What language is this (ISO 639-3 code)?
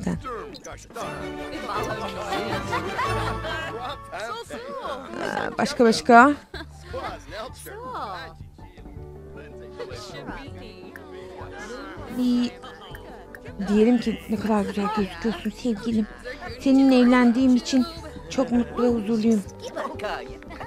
tur